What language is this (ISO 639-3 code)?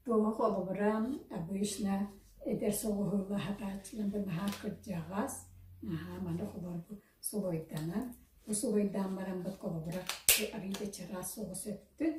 sah